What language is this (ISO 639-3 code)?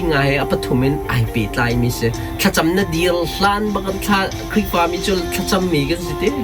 cnh